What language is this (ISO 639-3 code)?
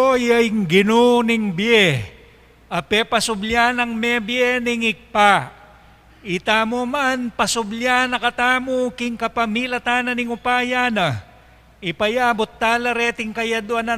pam